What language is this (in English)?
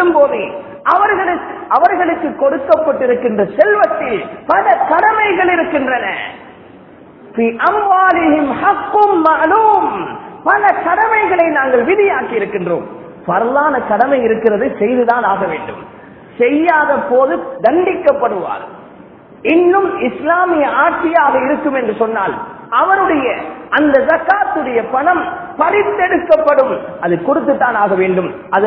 Tamil